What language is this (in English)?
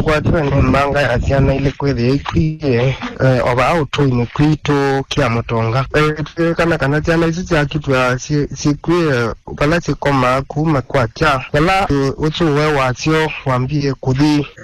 Kamba